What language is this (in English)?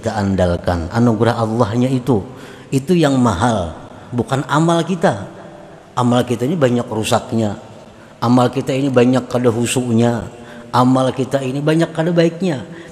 Indonesian